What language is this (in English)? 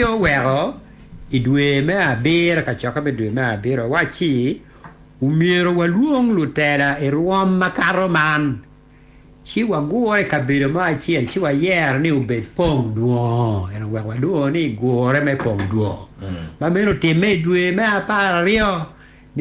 Acoli